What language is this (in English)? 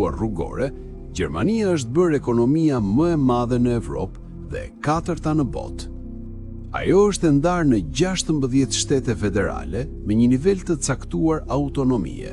Albanian